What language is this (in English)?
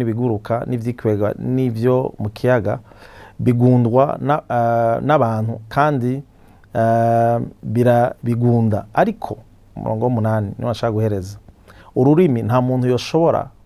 Rundi